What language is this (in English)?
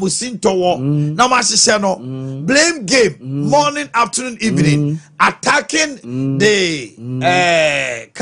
Akan